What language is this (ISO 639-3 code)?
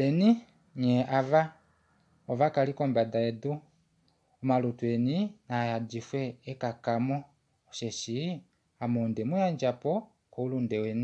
kua